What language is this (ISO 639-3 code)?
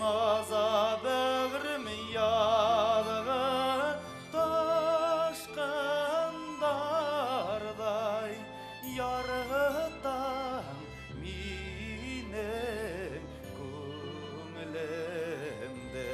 bak